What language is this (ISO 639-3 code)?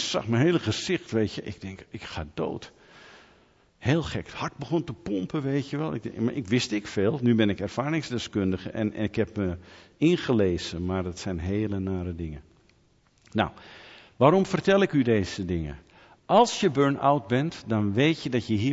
nld